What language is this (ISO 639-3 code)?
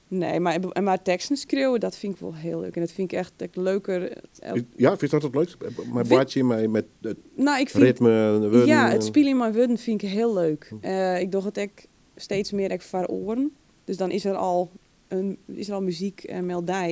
fry